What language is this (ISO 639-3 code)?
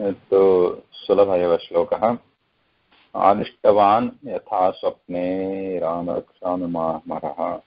san